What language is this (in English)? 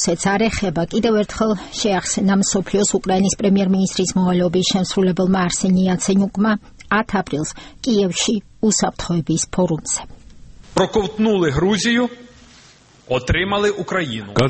Georgian